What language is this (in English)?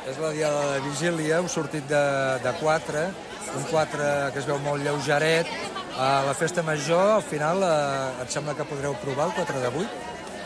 Catalan